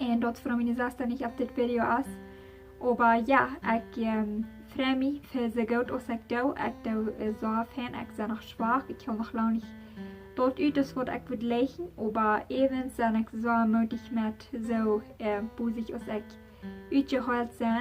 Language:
Plautdietsch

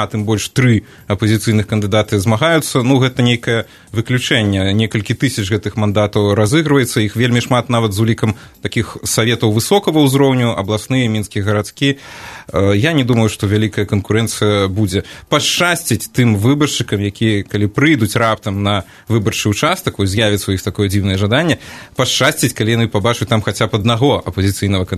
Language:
Belarusian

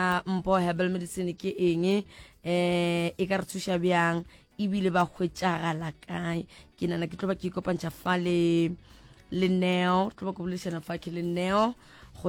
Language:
Northern Sotho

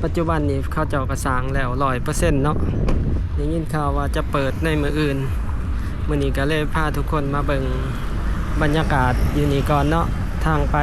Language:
Lao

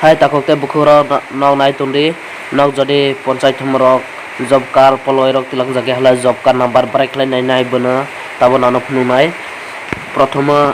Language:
Kok Borok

